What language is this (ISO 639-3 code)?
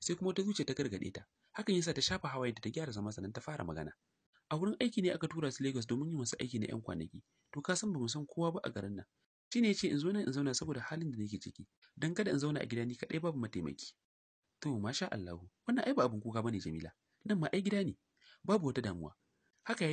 hau